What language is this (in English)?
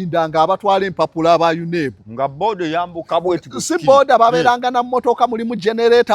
Ganda